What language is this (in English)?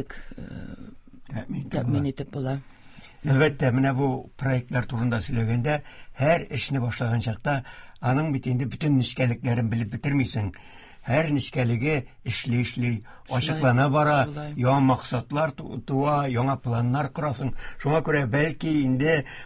Tatar